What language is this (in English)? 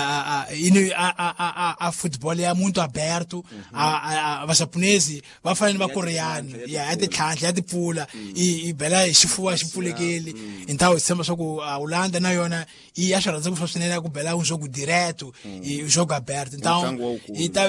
Tsonga